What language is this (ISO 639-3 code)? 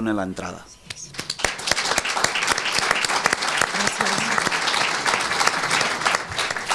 cat